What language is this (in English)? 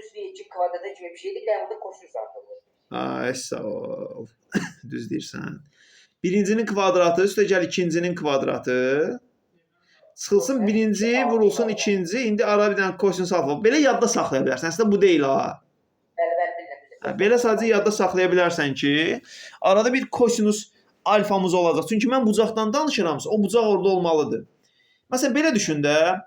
Azerbaijani